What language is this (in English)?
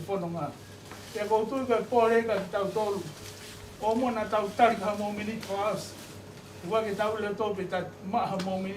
Tongan